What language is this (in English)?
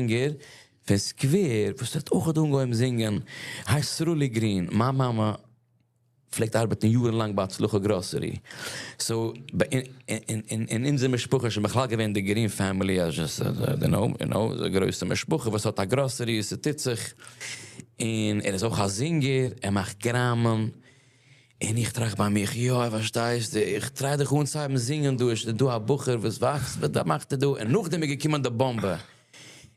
Yiddish